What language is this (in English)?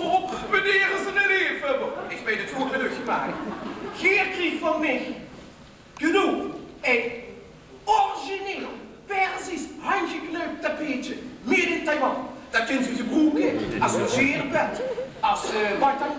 Limburgish